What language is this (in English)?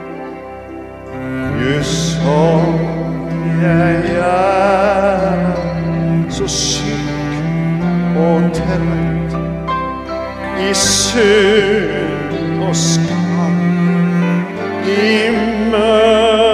Norwegian